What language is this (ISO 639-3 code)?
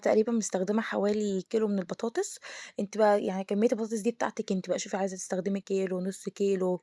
arz